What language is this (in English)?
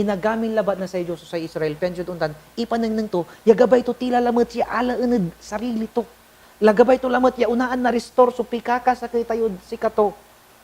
Pangasinan